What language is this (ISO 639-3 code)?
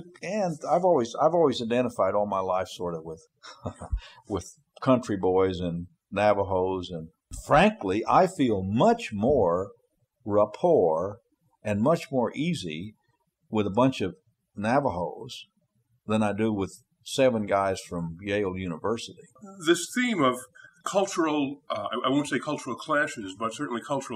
eng